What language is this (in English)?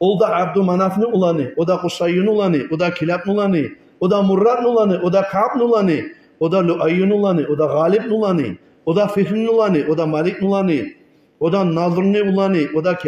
Kumyk